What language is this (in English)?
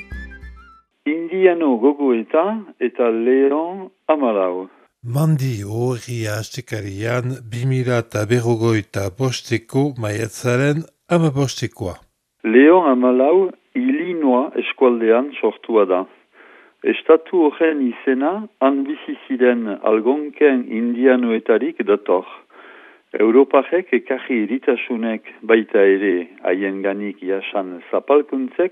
Basque